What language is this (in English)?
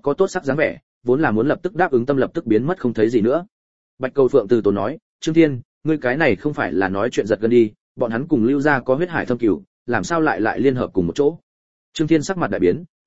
Vietnamese